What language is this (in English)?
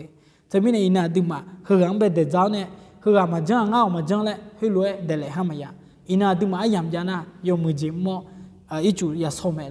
Akha